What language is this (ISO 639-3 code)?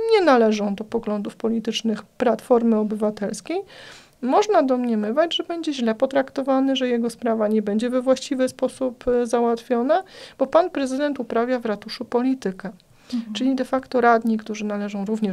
pol